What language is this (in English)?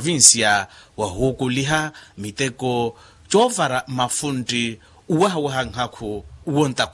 Makhuwa